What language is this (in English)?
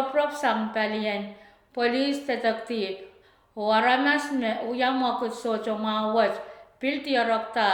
Pohnpeian